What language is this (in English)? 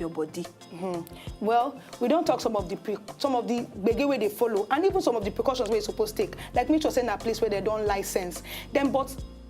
Nigerian Pidgin